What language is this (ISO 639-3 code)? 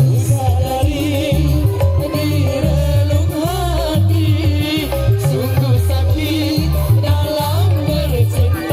sas